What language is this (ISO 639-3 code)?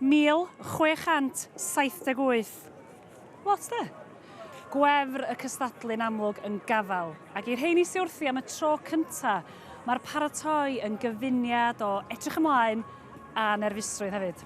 cym